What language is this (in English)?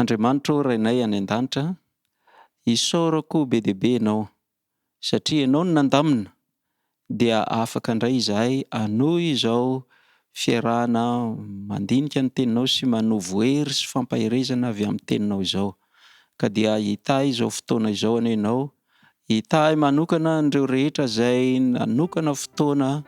Malagasy